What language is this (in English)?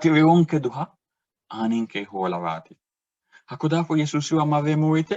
Sidamo